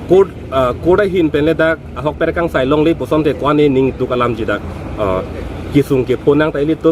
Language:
Karbi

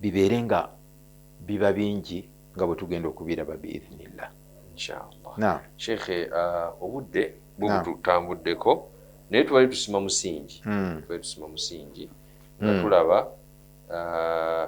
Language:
Ganda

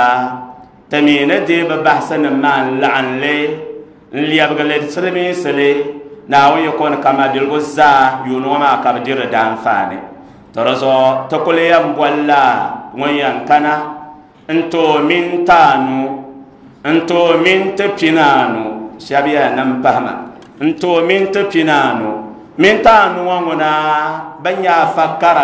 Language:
Dagbani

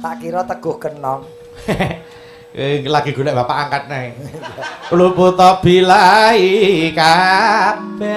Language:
Javanese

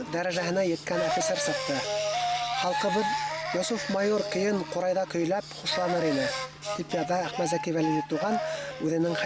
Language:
Bashkir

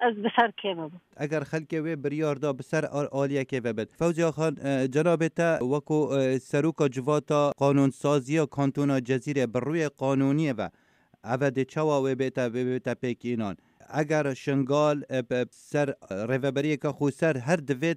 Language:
Kurdish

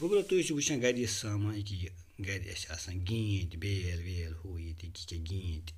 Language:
Kashmiri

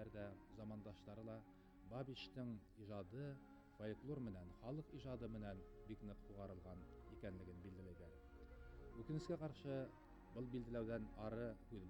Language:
Bashkir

